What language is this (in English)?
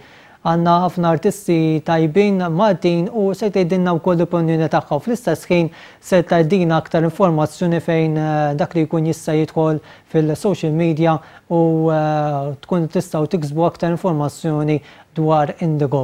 Maltese